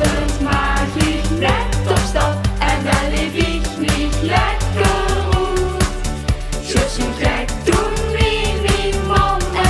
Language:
Limburgish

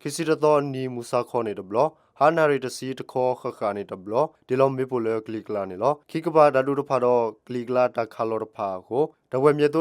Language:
S'gaw Karen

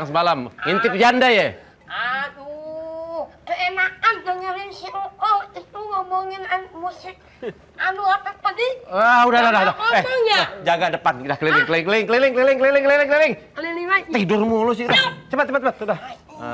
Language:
Betawi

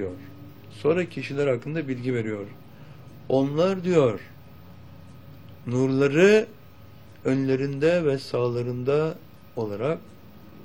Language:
Turkish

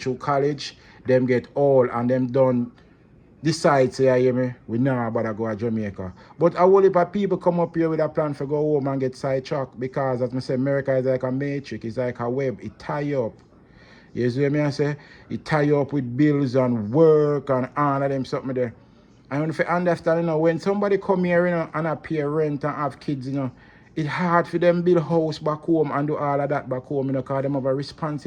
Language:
Jamaican Creole English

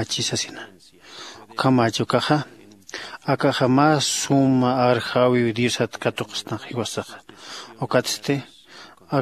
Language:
Aymara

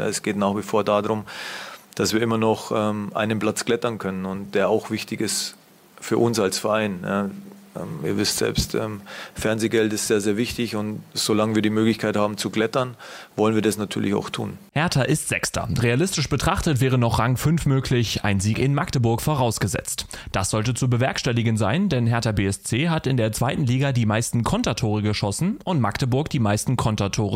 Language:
German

